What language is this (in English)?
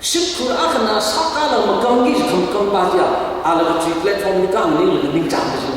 Tangkhul Naga (India)